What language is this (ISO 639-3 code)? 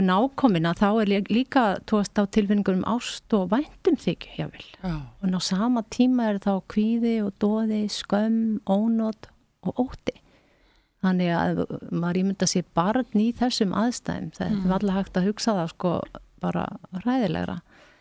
isl